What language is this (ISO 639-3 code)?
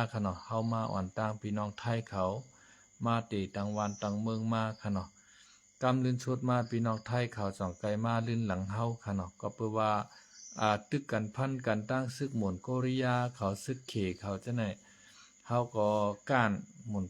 shn